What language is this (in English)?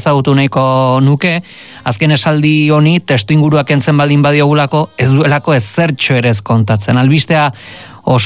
Basque